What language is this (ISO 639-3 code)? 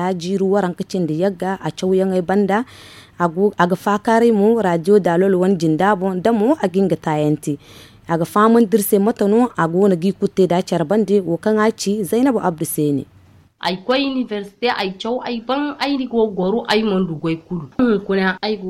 dje